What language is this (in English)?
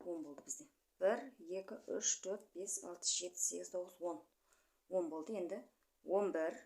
Kazakh